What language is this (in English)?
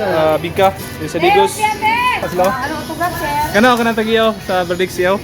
Cebuano